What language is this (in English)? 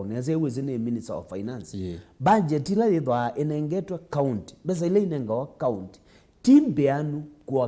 Kamba